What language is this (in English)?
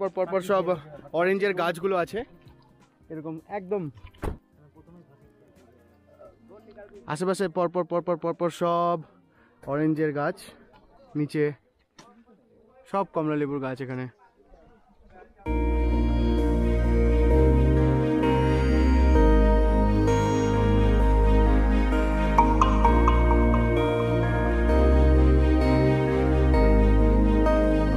Bangla